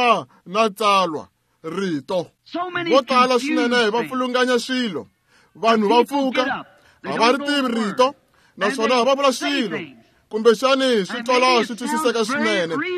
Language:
Tsonga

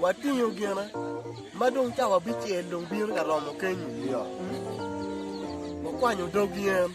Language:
Acoli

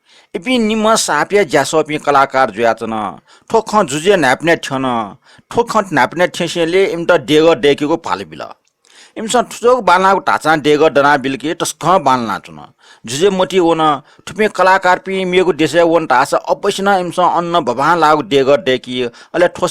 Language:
Newari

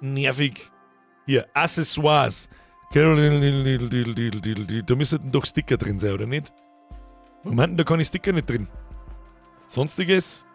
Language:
Bavarian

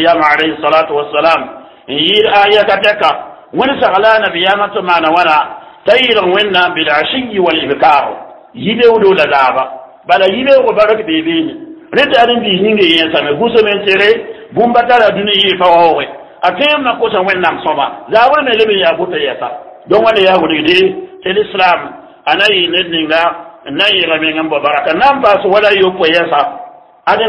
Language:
Mossi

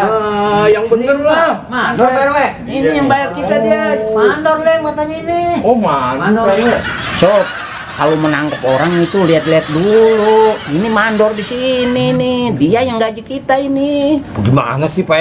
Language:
Betawi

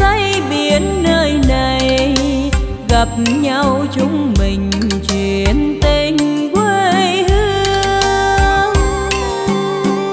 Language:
Vietnamese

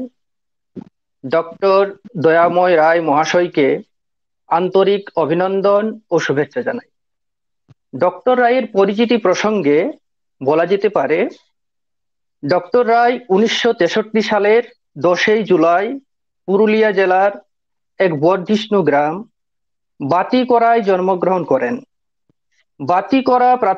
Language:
Bangla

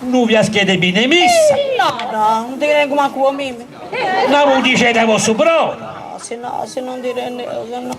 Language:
Sardinian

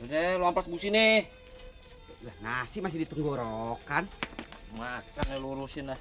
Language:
Betawi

